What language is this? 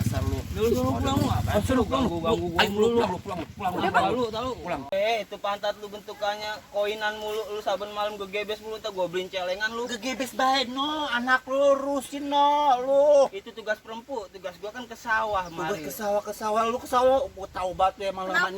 Betawi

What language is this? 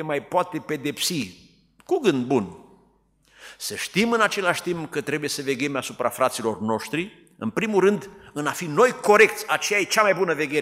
Romanian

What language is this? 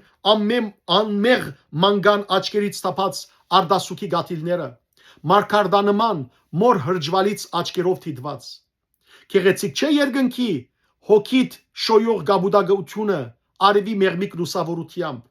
Western Armenian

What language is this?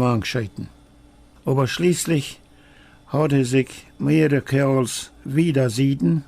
Plautdietsch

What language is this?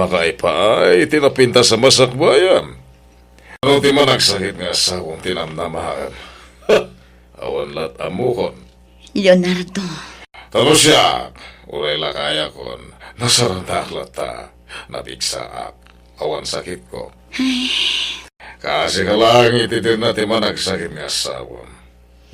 Iloko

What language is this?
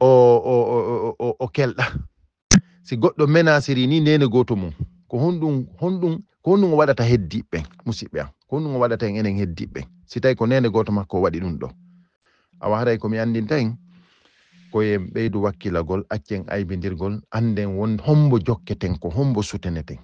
Fula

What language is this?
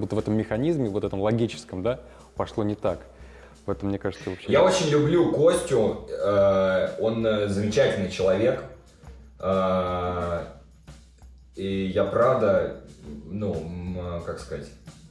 Russian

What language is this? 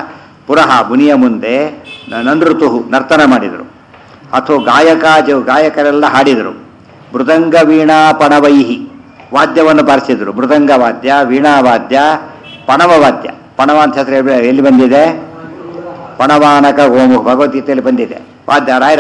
Kannada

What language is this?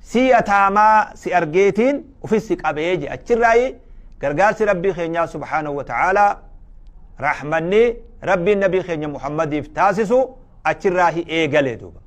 Oromo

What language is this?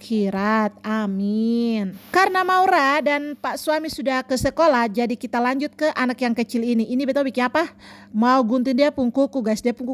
Ambonese Malay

